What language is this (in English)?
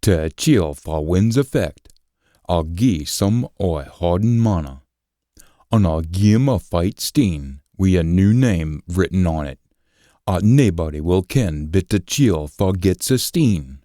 Scots